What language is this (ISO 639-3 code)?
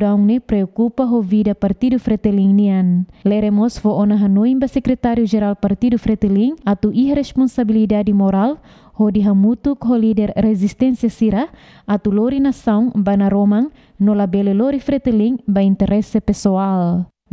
tet